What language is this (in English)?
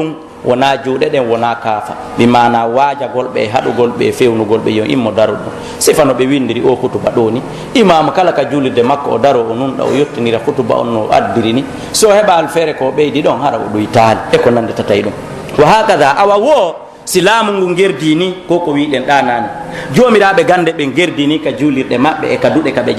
Pular